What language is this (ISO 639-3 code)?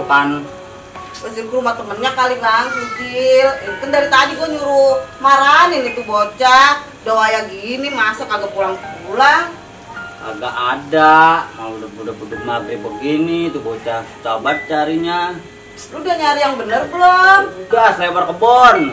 bew